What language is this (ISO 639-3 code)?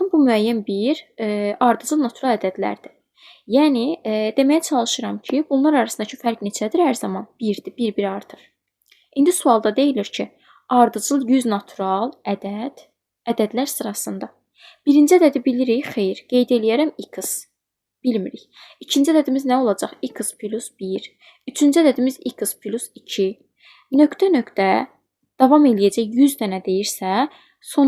aze